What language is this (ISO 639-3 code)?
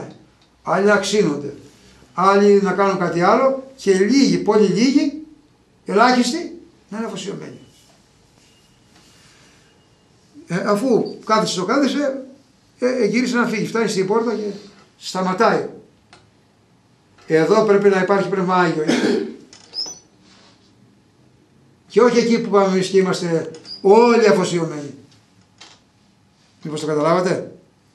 ell